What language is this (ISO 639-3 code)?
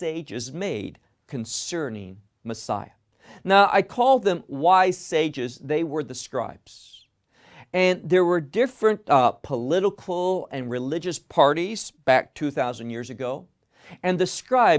eng